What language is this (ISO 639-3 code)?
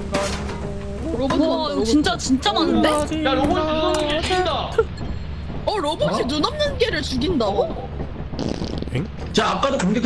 kor